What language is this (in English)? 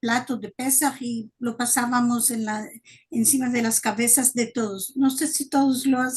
Ladino